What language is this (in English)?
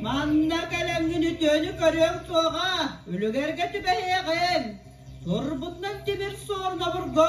Yakut